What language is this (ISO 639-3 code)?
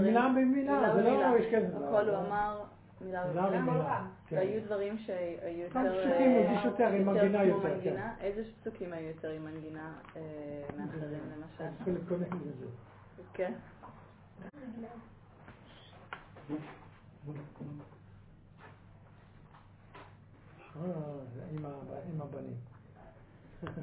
heb